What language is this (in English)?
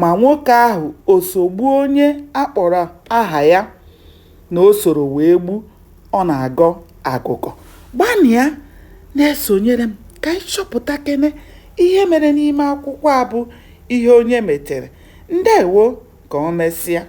Igbo